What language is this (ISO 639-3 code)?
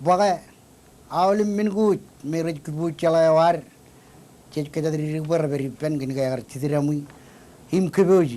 mah